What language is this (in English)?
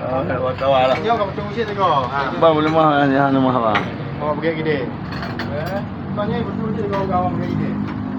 Achinese